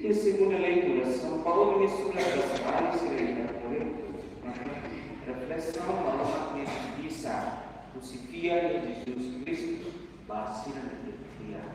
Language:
Tetum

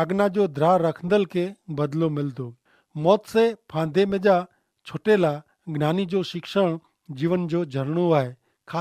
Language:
Kachhi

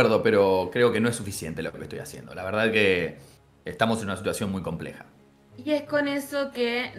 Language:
Spanish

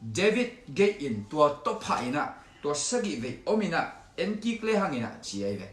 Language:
Tedim Chin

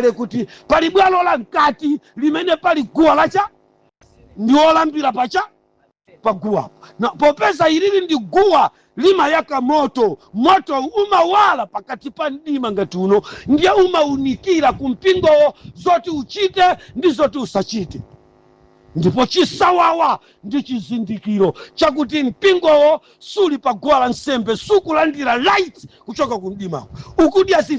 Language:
Nyanja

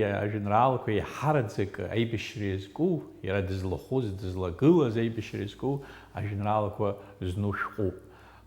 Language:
Abkhazian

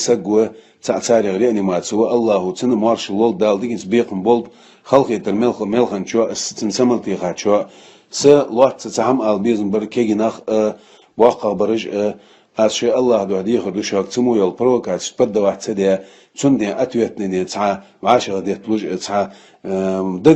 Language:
Chechen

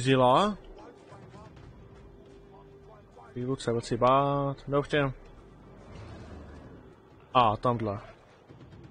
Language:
Czech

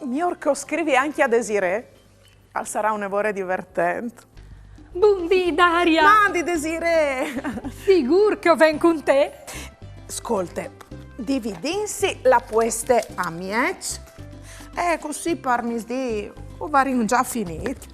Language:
Friulian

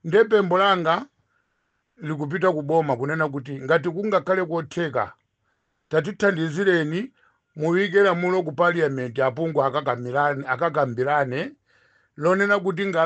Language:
Nyanja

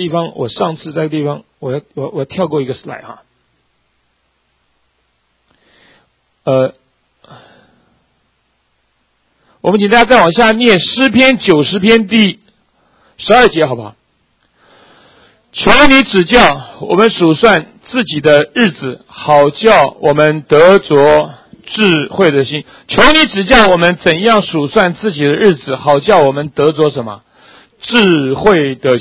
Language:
Chinese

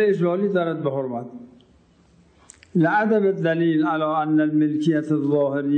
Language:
Persian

